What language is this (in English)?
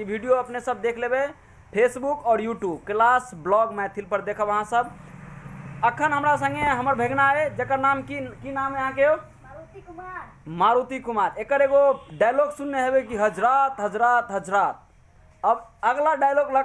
Maithili